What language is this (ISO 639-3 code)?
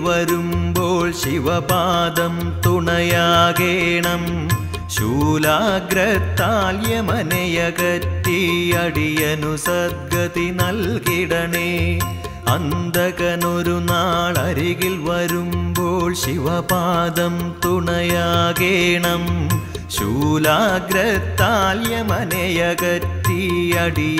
mal